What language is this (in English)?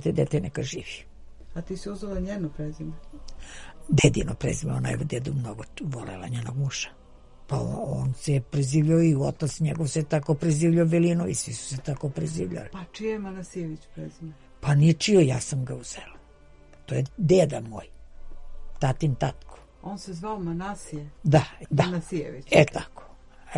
Serbian